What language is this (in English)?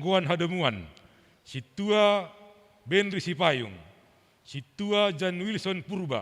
Batak Simalungun